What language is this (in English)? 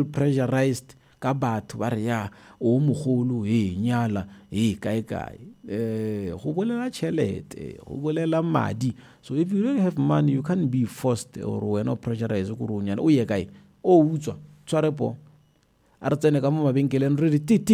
Northern Sotho